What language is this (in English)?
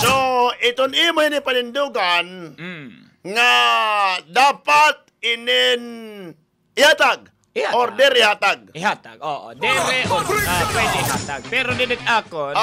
Waray